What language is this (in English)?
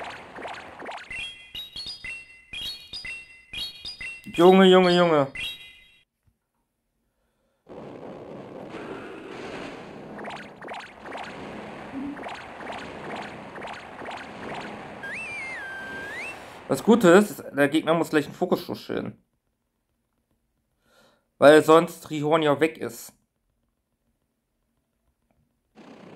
German